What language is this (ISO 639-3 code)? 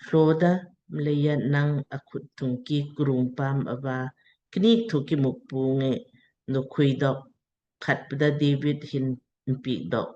lmk